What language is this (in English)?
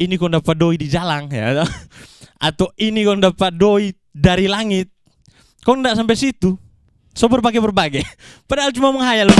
Manado Malay